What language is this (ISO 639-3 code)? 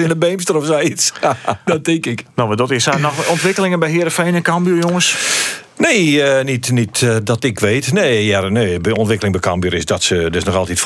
fry